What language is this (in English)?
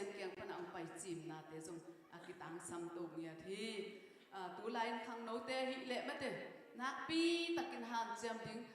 Tedim Chin